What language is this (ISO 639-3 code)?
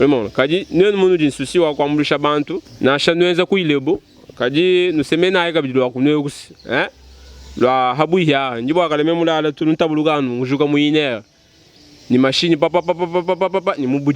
lua